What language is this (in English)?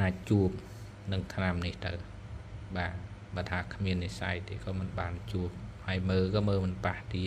Khmer